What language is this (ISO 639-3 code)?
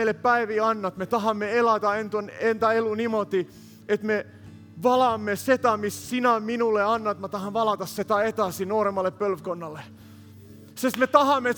est